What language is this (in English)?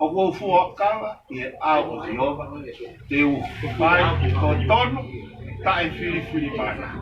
Tongan